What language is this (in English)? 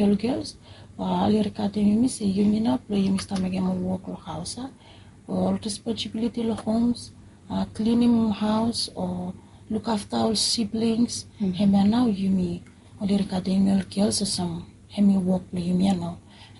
Bislama